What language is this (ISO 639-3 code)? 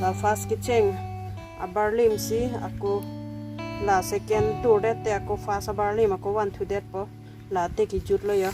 mjw